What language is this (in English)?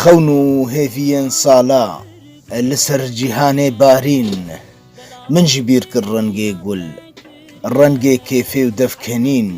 Kurdish